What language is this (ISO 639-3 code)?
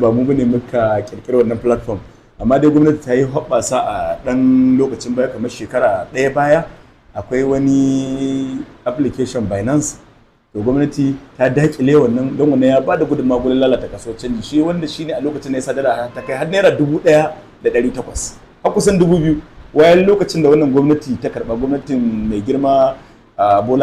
hau